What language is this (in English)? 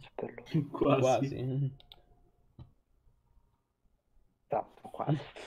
Italian